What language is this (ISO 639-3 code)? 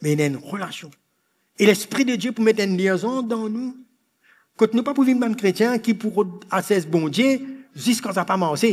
mfe